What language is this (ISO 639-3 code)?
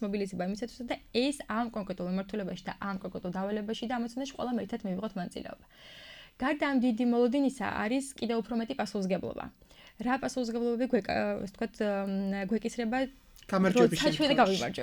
kat